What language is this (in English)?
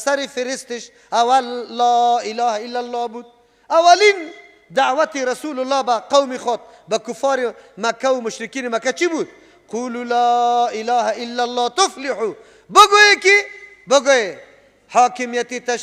Persian